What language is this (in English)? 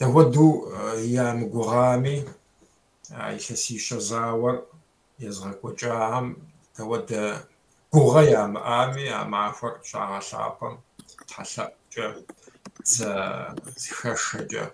Kabardian